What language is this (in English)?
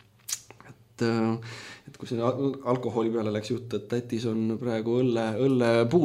Estonian